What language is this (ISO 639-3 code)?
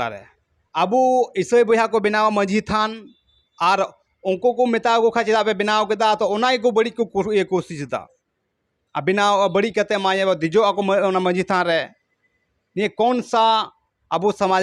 sat